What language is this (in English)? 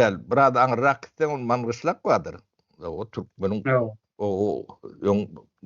Turkmen